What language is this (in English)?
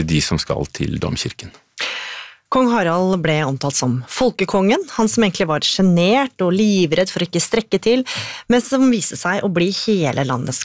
Norwegian